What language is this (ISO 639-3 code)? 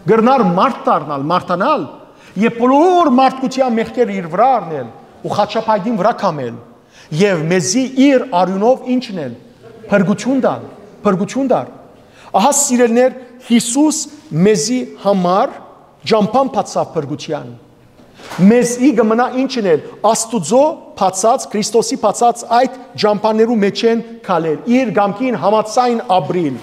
hyw